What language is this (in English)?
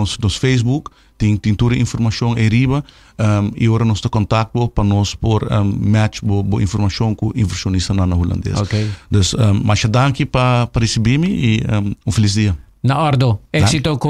Papiamento